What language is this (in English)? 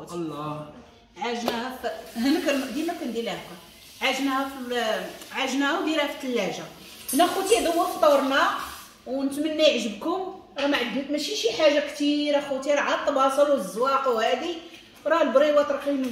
Moroccan Arabic